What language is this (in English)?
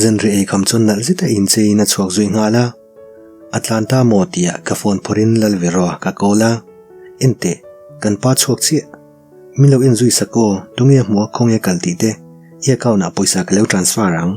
Mizo